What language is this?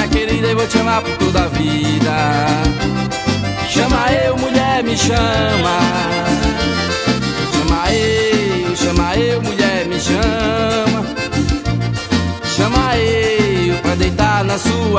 Portuguese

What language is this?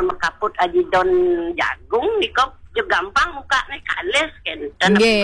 Balinese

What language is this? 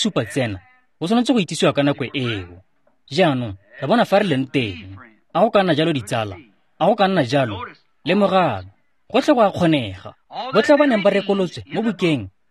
Tswana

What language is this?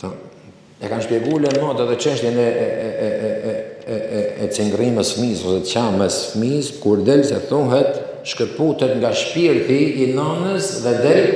Albanian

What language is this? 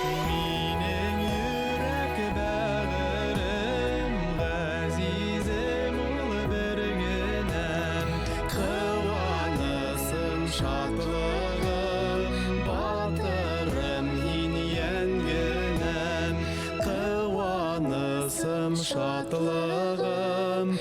Bashkir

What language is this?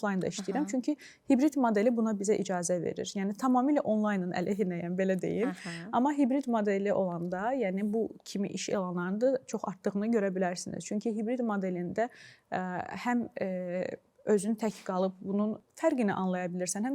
Azerbaijani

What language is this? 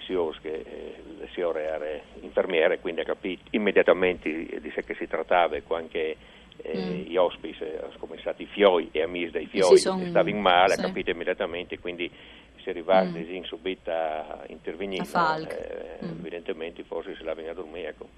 Friulian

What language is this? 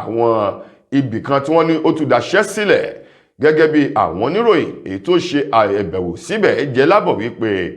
Yoruba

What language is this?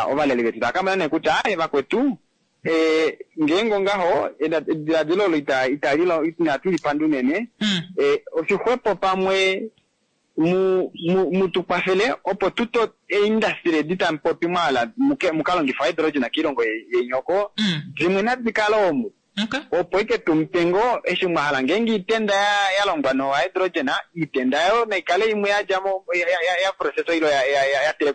Kuanyama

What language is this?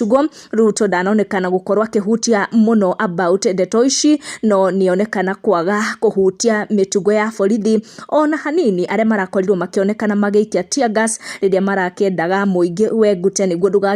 Kikuyu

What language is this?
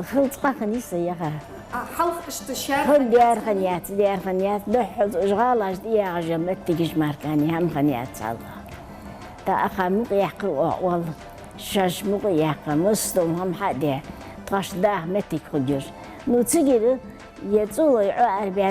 Ingush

